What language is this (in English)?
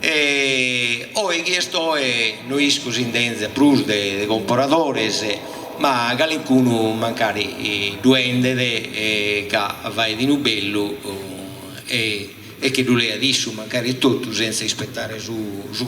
Sardinian